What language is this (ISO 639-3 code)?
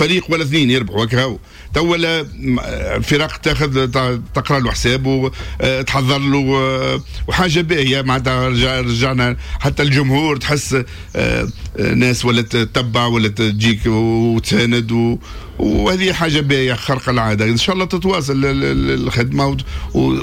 aeb